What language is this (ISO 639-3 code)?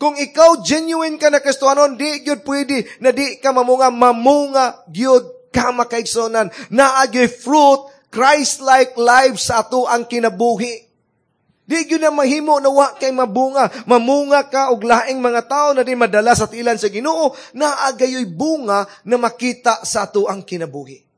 ceb